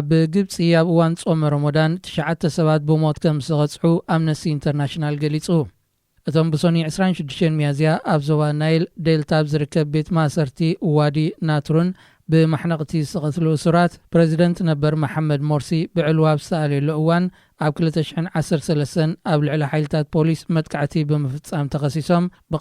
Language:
Tigrinya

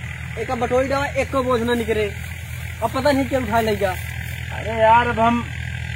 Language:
Awadhi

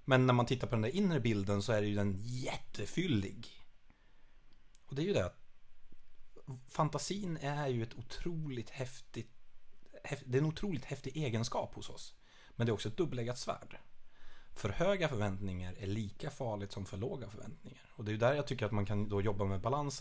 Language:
Swedish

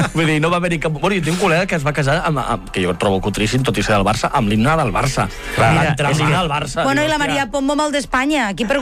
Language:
Catalan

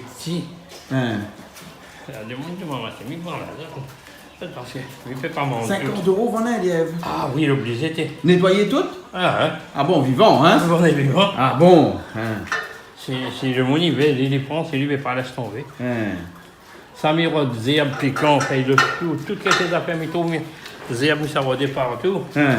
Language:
Réunion Creole French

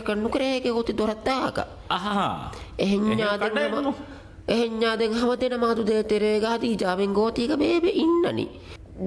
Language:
Divehi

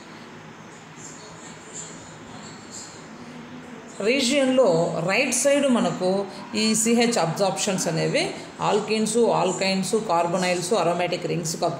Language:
Telugu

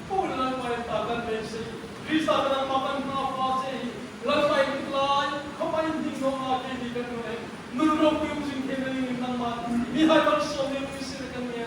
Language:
Mizo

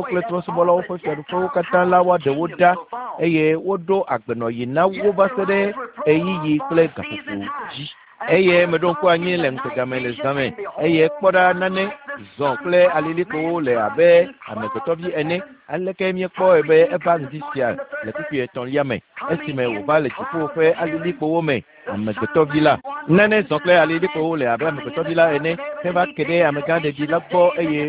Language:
Ewe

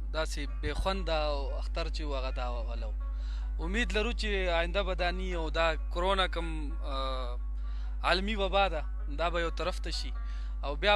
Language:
Pashto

